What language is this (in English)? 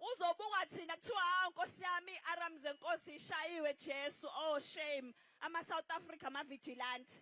Zulu